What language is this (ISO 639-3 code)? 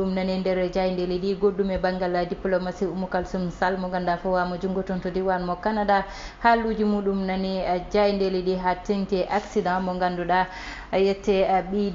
ful